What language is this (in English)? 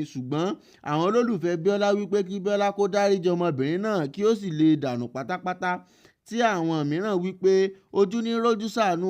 Yoruba